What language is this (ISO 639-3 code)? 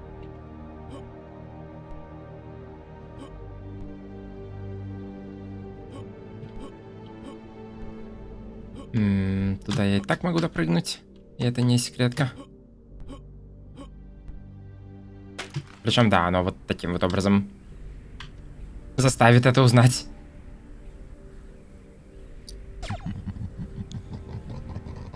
rus